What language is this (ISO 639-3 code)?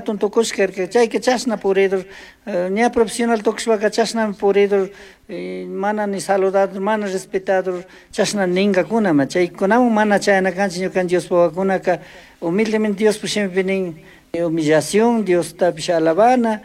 qug